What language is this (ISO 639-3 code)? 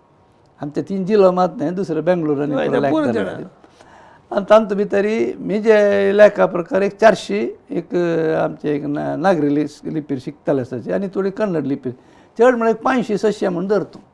kok